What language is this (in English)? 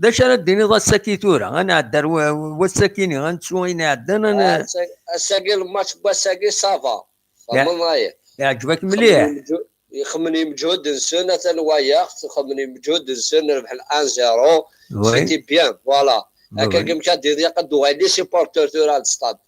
Kabyle